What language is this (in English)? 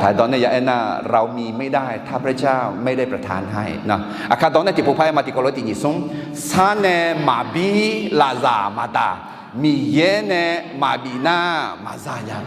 Akha